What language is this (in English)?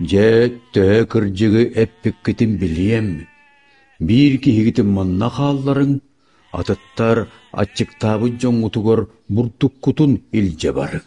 Yakut